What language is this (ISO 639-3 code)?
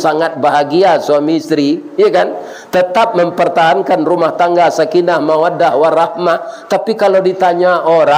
min